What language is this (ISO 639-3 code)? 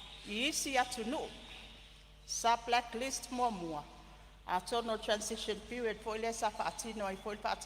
smo